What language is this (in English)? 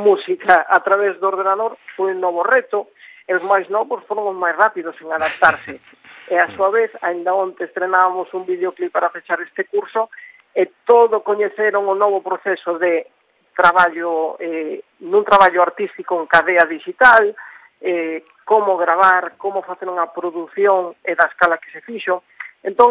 Galician